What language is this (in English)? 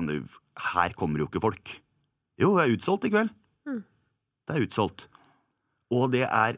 Norwegian